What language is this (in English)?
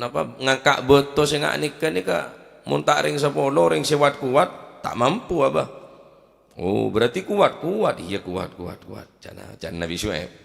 Madurese